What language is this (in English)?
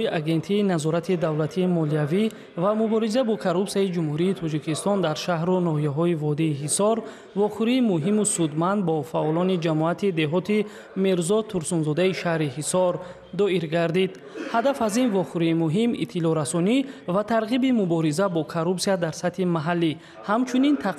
Tajik